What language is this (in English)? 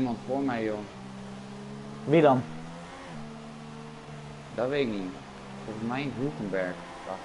Dutch